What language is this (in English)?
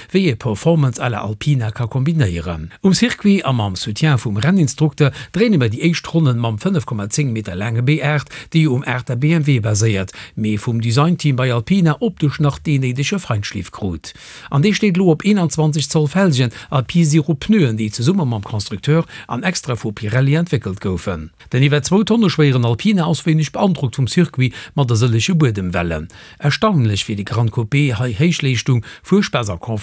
Luxembourgish